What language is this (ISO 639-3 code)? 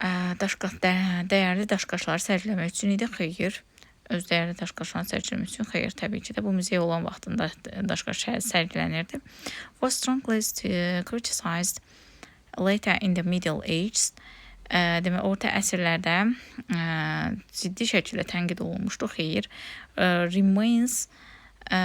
aze